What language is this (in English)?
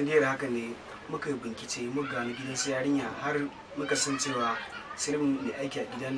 Hausa